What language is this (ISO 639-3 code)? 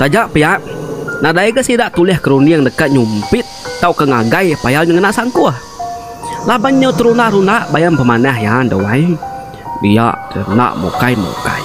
iba